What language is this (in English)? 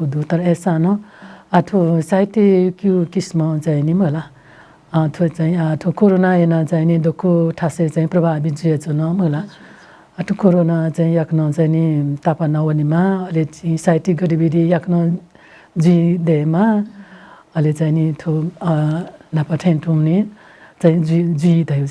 Newari